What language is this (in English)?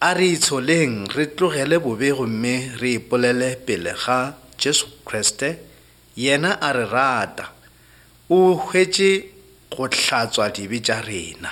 Northern Sotho